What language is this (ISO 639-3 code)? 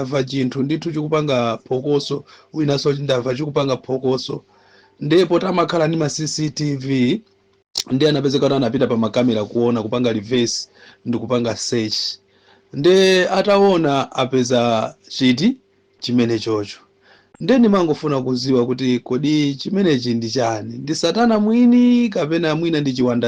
nya